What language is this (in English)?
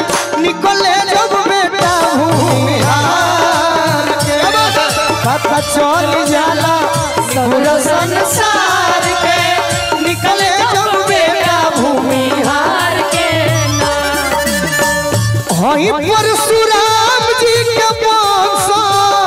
Bhojpuri